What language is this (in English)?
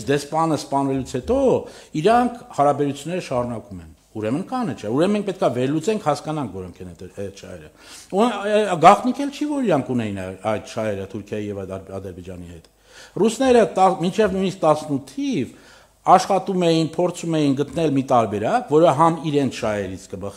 Armenian